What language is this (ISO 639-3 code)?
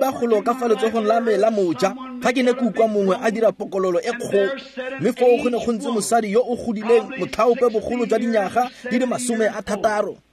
tsn